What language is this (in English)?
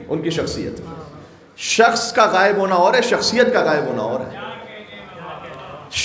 Urdu